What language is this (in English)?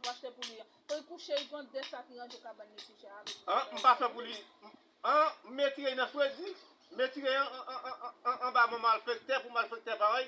Haitian Creole